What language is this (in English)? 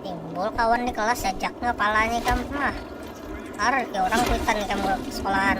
Banjar